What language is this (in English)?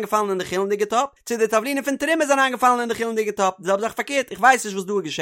Yiddish